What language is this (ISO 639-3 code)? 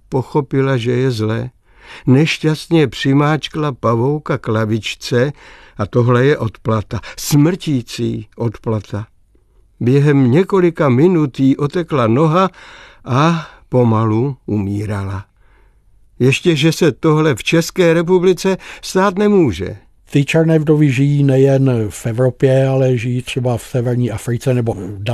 ces